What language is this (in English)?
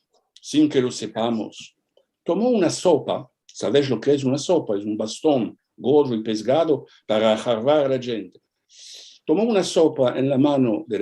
Ladino